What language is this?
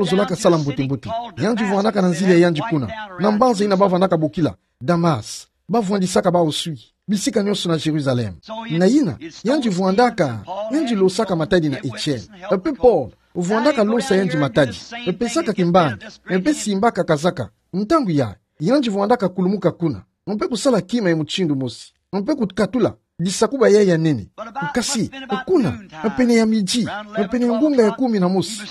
Kituba (Democratic Republic of Congo)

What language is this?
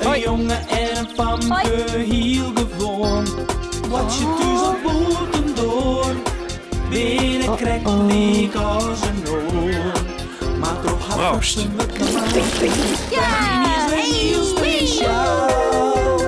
Western Frisian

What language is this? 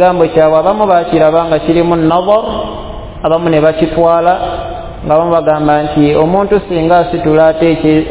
Ganda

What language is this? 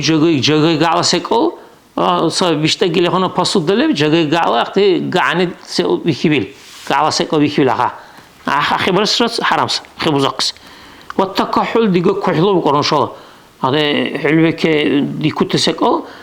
Dargwa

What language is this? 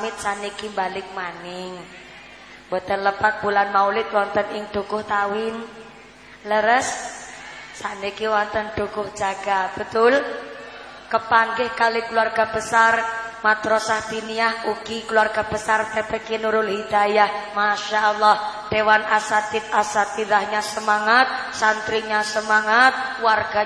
Javanese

